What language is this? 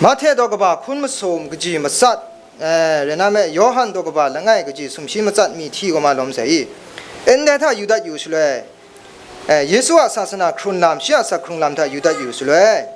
Kachin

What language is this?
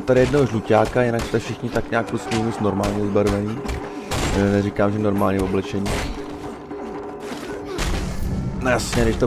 Czech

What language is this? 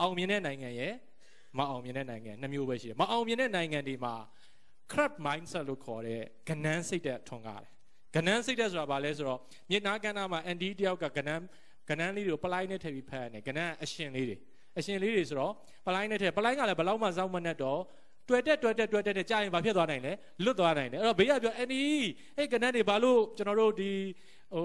Burmese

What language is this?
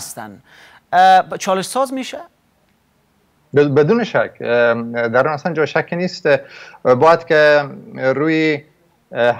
Persian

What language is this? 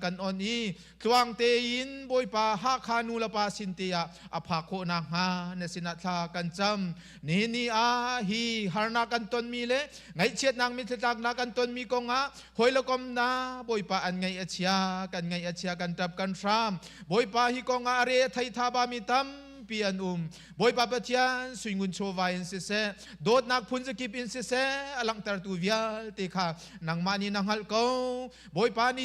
Hakha Chin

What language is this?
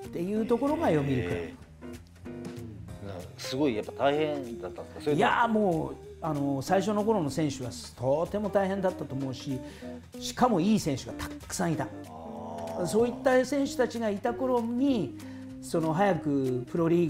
Japanese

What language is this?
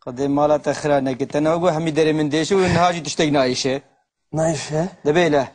Kurdish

